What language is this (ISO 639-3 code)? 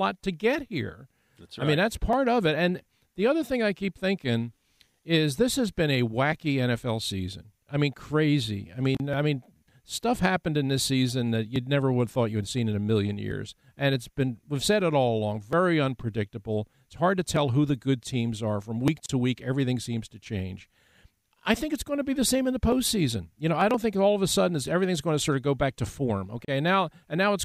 eng